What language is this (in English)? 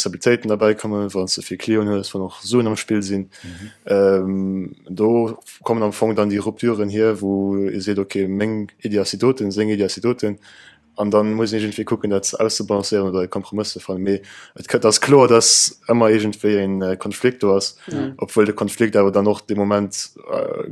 Luxembourgish